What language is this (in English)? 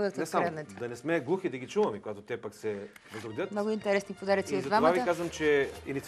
Bulgarian